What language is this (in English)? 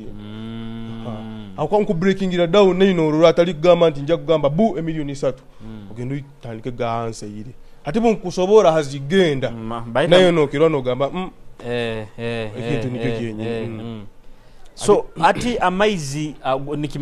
Nyoro